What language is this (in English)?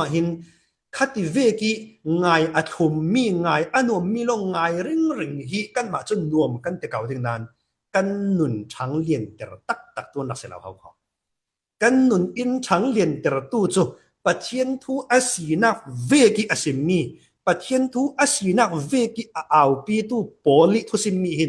Falam Chin